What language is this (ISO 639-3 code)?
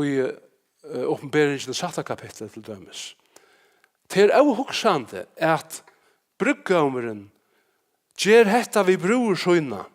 fao